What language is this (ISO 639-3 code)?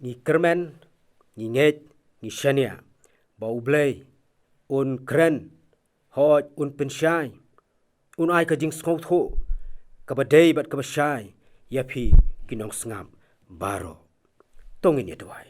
kha